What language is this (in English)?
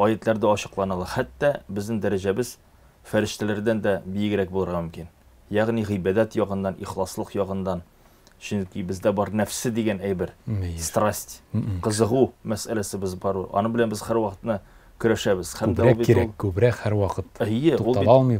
Tatar